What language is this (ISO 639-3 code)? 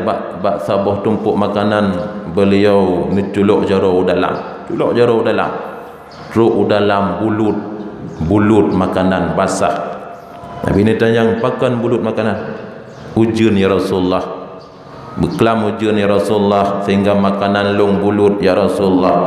ace